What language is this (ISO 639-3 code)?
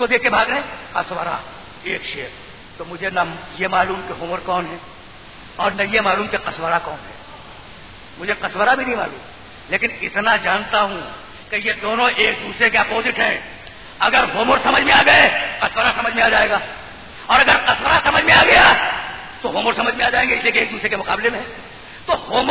urd